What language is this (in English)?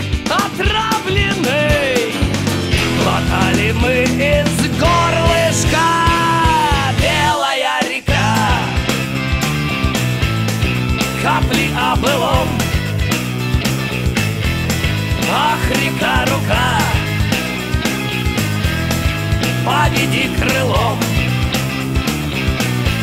Russian